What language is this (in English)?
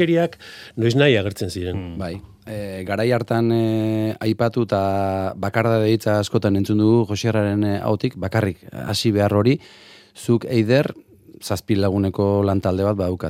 Basque